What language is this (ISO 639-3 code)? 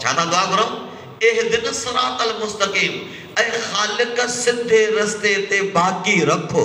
snd